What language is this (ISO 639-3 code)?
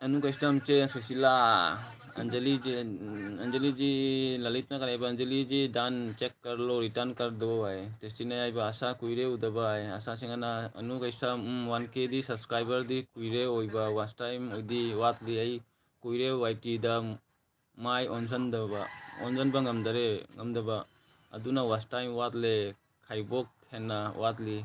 mni